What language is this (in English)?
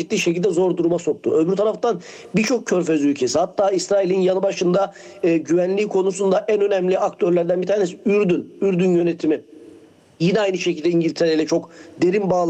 Turkish